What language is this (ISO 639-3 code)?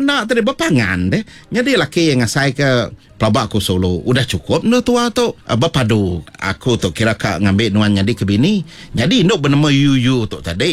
iba